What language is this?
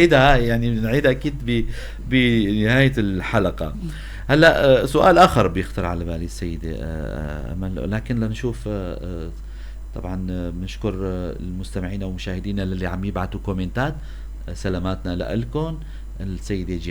North Levantine Arabic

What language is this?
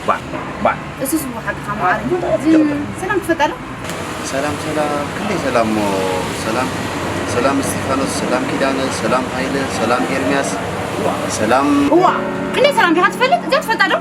Tigrinya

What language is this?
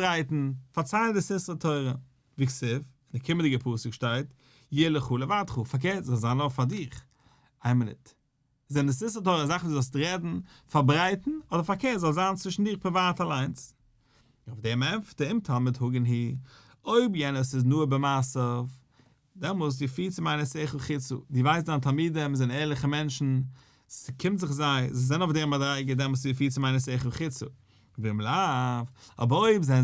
Yiddish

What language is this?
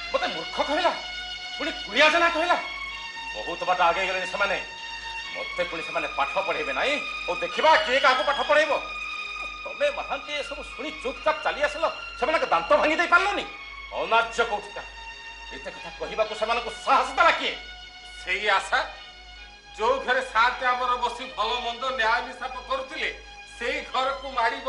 Odia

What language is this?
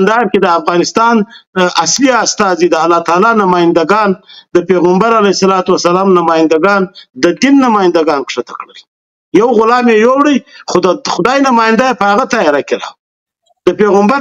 Pashto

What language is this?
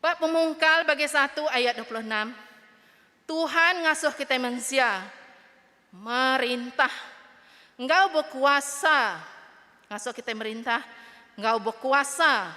Iban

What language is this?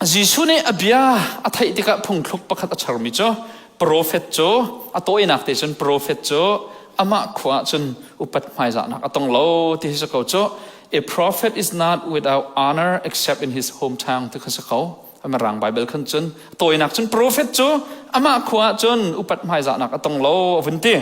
Hakha Chin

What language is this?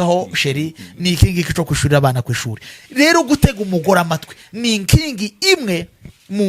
Kinyarwanda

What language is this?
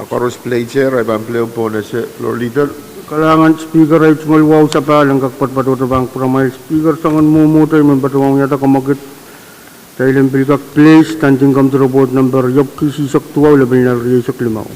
Pohnpeian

